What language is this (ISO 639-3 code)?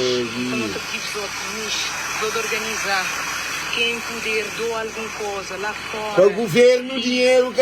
kea